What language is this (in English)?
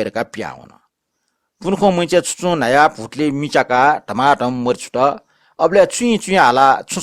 Newari